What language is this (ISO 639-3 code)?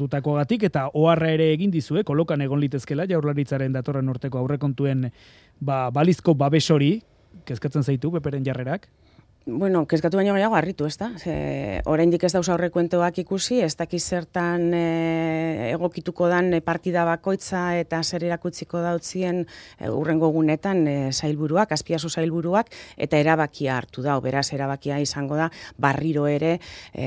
eus